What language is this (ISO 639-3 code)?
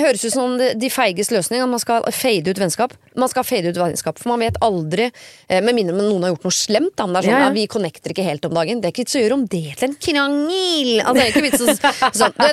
nor